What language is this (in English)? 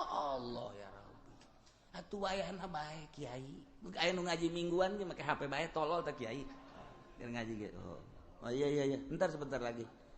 Sundanese